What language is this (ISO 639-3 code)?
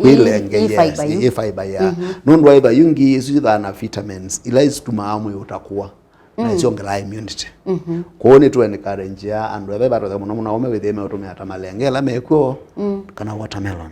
kam